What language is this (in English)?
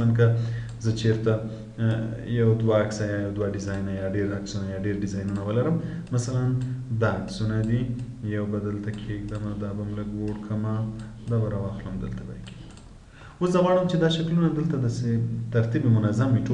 Pashto